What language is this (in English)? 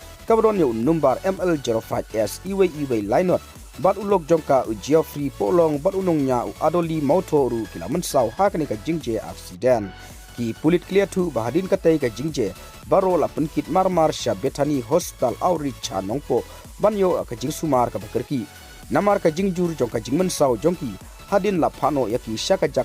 Khasi